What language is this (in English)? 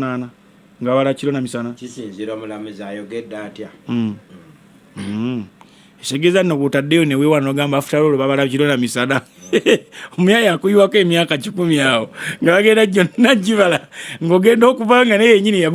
Ganda